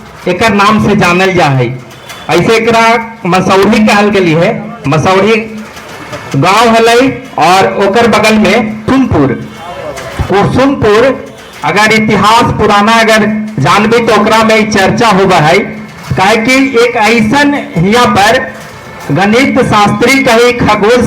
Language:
Magahi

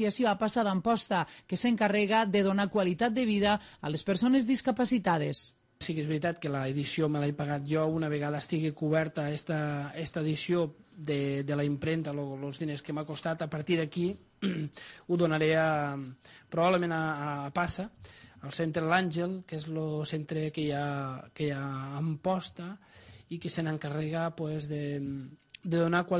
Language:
Catalan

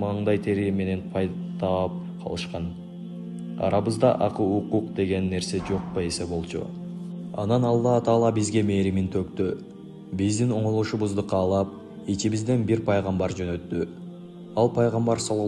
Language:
Kyrgyz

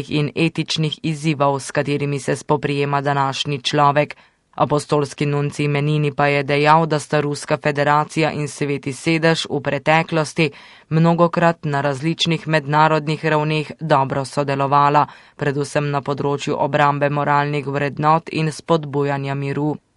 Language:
Slovenian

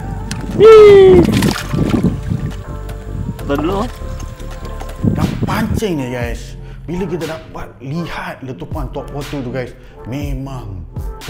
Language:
Malay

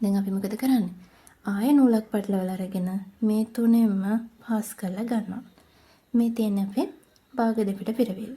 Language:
Sinhala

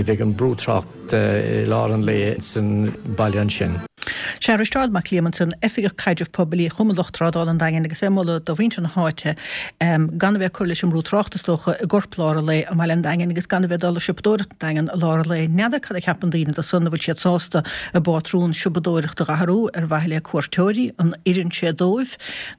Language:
Irish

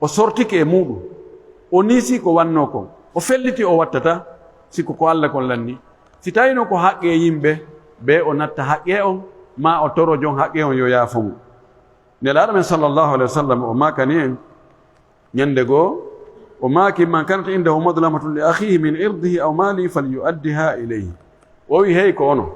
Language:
Pular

